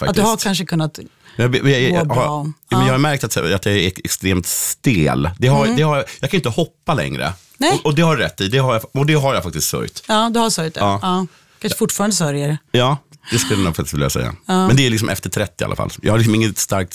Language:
Swedish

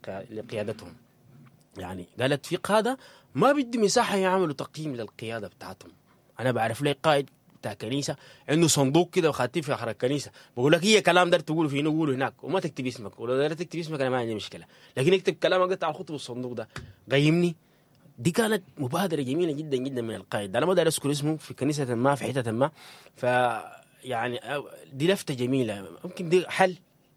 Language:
Sudanese Arabic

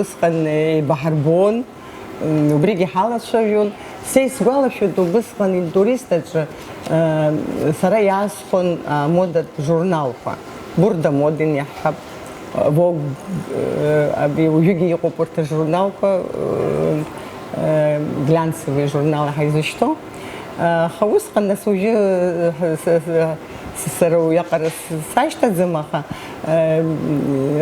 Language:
Abkhazian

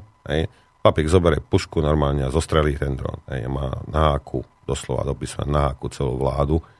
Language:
Slovak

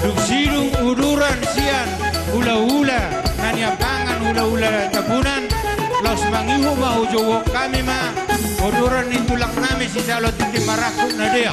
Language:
Batak Toba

